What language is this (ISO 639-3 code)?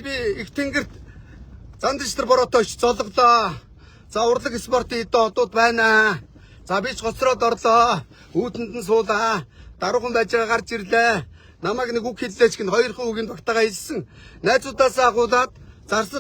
mon